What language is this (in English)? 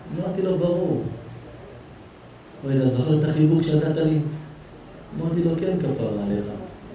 Hebrew